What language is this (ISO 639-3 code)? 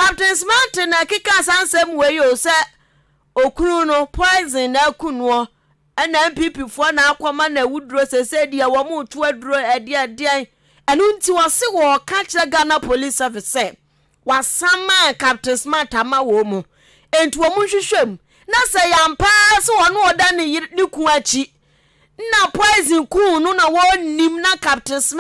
aka